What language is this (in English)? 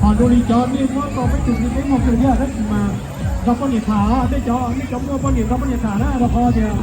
Hmong